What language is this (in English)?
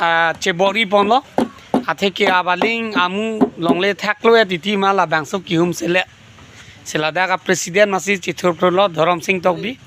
Karbi